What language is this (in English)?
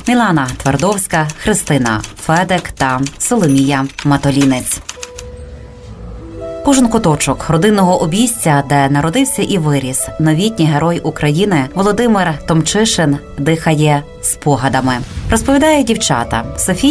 Ukrainian